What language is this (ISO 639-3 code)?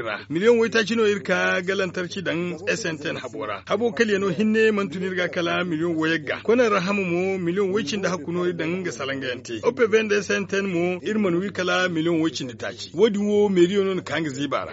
dje